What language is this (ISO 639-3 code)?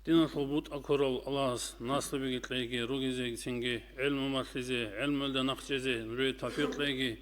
ava